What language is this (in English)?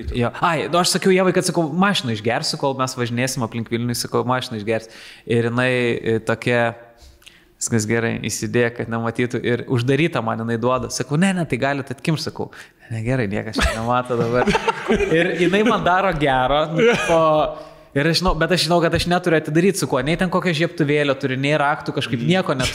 Lithuanian